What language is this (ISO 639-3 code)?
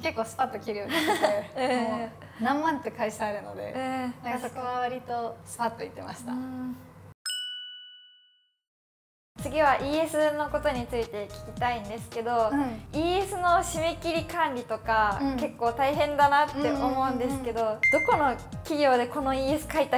jpn